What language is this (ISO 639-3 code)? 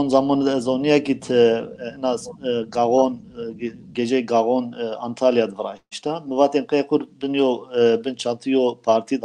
zza